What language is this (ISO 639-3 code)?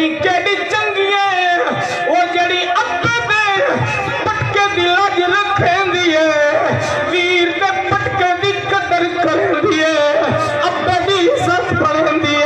skr